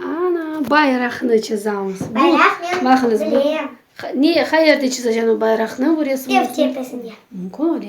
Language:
Crimean Tatar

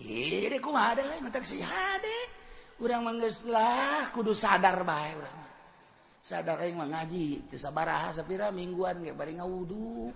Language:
Sundanese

